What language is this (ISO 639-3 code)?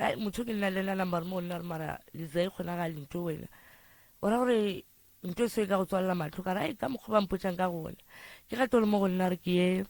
nso